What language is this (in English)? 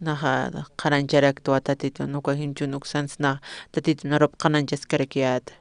Aymara